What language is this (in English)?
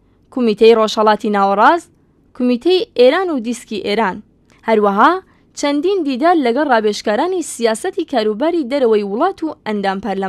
Central Kurdish